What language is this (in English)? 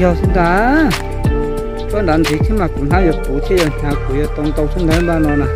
Hmong